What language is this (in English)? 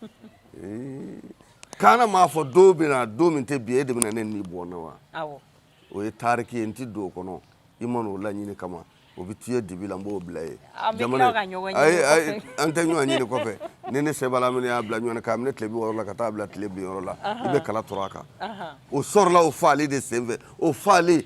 Bambara